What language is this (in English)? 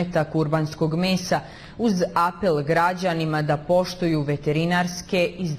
Bosnian